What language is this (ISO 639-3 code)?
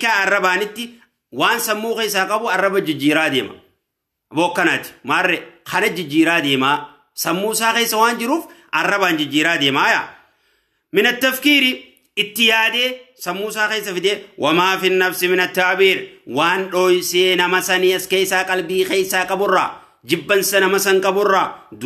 orm